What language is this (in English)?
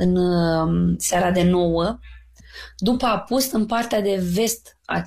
Romanian